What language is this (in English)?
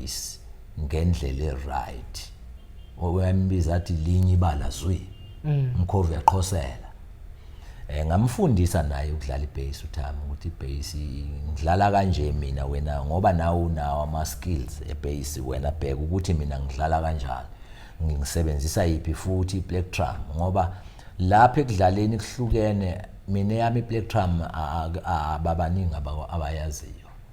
Zulu